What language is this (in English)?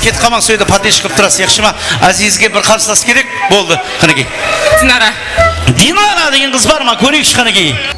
Kara-Kalpak